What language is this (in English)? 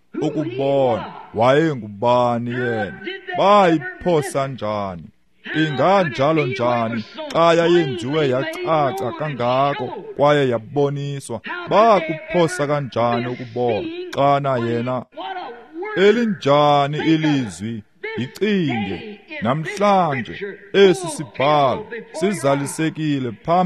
Xhosa